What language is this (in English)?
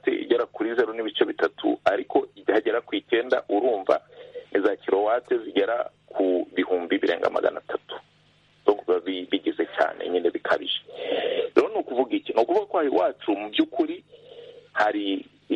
Kinyarwanda